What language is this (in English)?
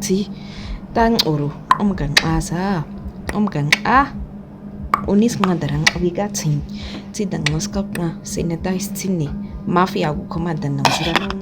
Nama